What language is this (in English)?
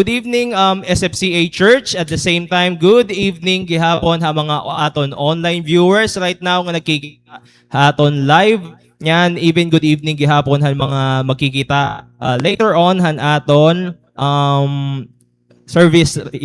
Waray